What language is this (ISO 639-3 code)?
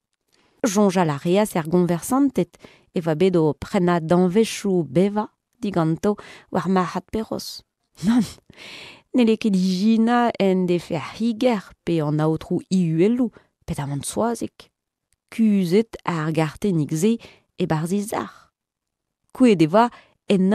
bre